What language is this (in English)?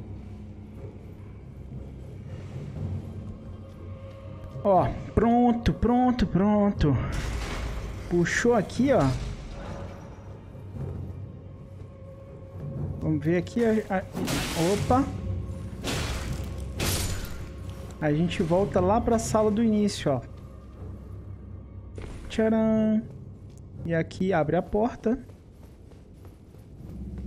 Portuguese